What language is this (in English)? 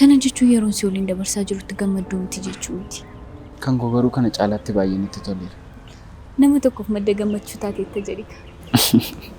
Oromo